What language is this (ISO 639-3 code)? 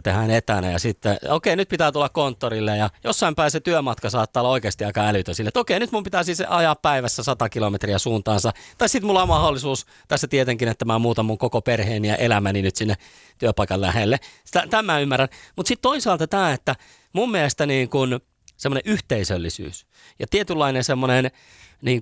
fin